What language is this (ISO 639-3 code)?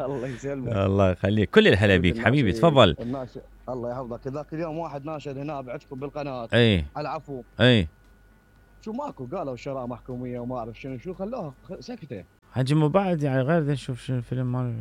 acm